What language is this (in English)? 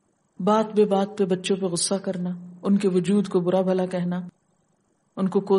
Urdu